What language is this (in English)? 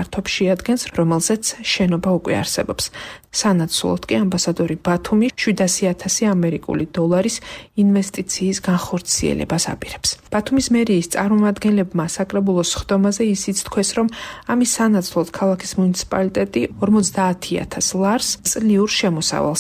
Georgian